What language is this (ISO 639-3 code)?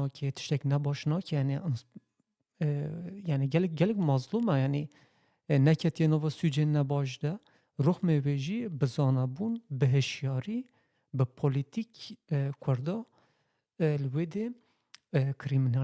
kur